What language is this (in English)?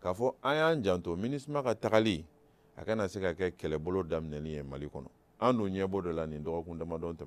Bambara